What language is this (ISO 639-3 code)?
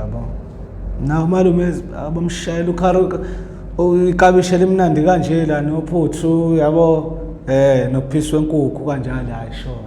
zul